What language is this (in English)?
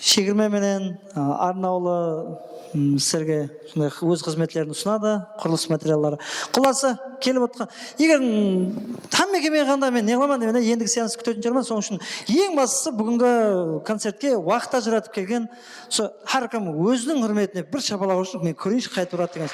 Kara-Kalpak